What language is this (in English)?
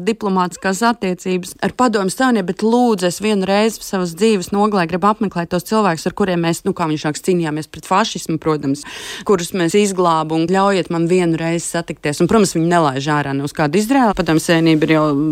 Latvian